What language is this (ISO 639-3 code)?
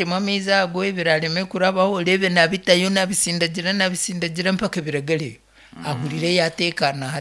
nyn